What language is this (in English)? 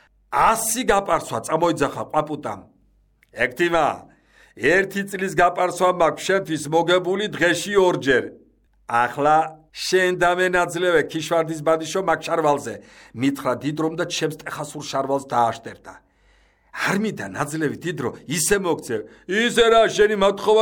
Georgian